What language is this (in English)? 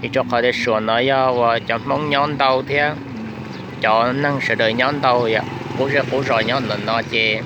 Hmong